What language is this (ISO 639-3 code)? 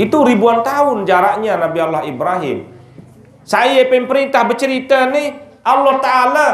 sas